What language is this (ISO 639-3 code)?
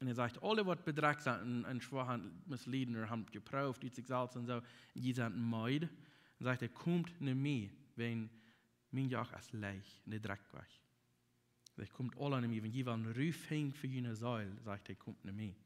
pdt